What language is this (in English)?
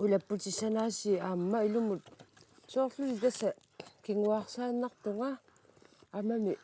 Kalaallisut